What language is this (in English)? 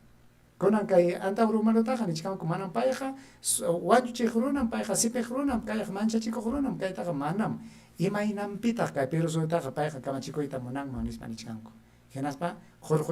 Ayacucho Quechua